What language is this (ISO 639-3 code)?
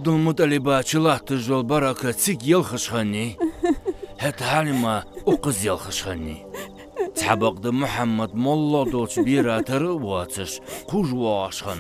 inh